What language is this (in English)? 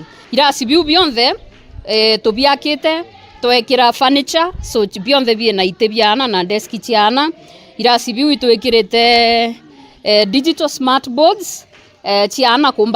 Meru